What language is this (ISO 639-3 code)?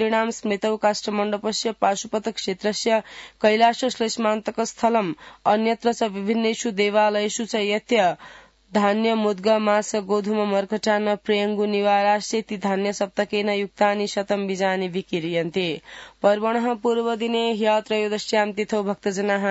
san